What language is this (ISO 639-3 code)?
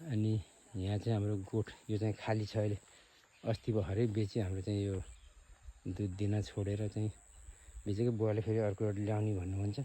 nep